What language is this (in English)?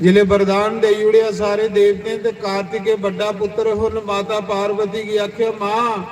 Dogri